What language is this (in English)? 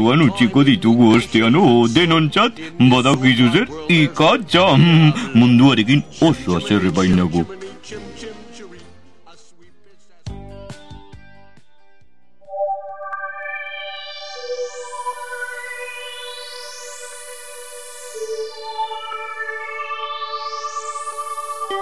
Basque